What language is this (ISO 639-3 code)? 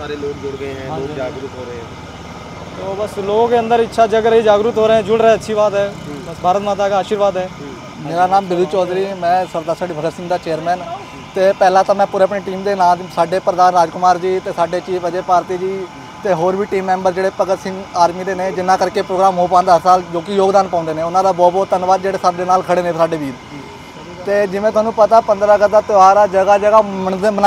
pan